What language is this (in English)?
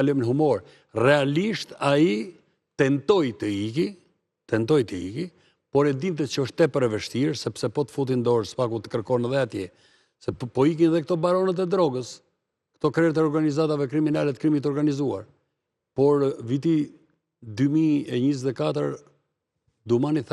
Albanian